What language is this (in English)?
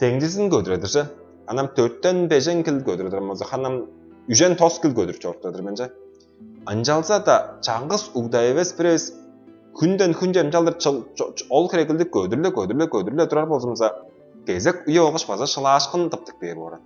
Tuvinian